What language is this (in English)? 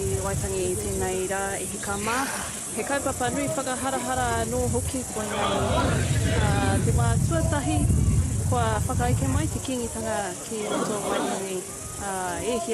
Māori